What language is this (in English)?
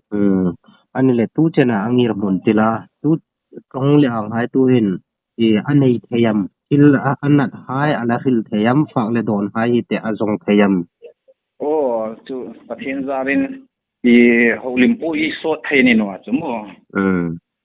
Hmar